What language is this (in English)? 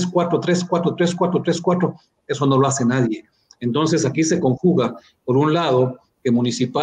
Spanish